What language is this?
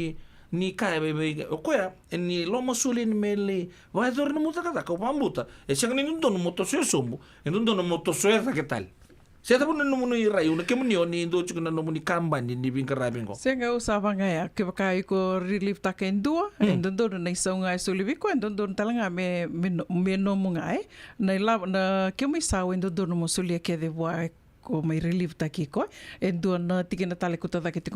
Fijian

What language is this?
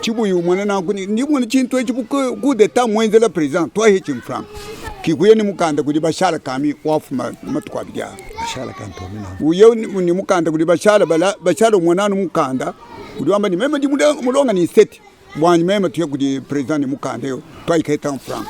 Luba-Lulua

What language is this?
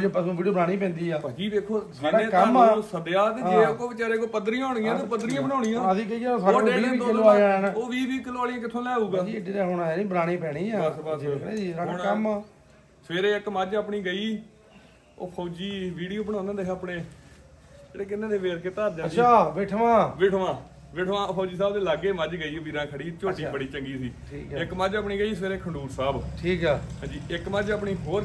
Punjabi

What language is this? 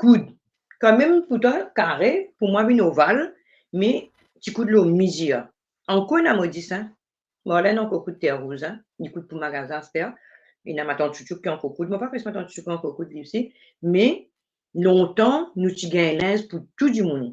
Morisyen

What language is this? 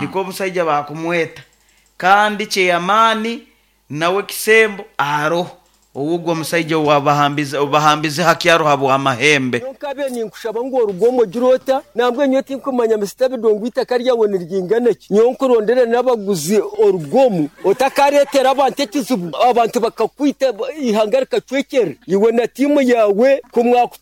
Nyoro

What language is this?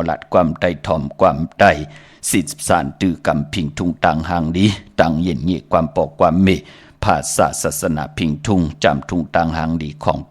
Shan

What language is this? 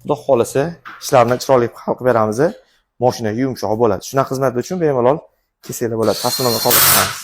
Uzbek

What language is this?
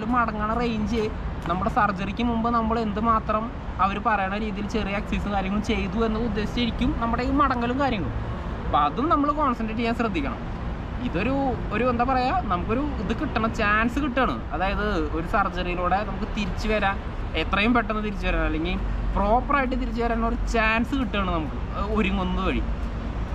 Malayalam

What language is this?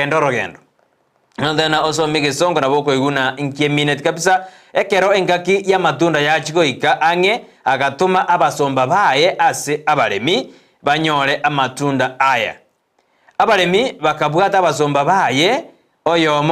Gusii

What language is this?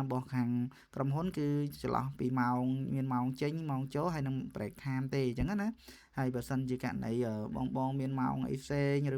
Khmer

